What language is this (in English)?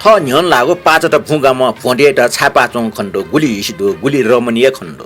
Newari